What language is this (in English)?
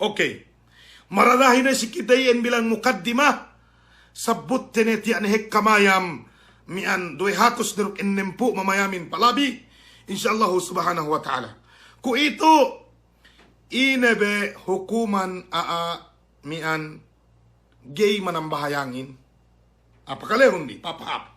Yakan